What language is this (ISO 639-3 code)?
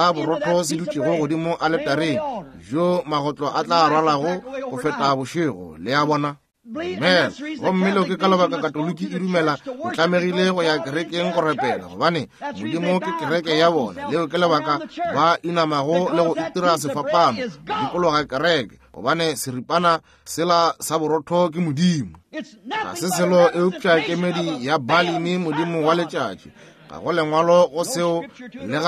nso